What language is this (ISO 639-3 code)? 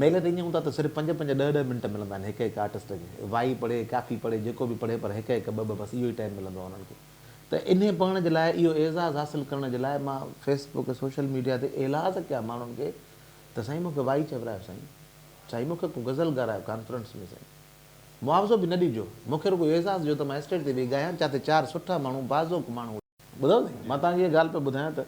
snd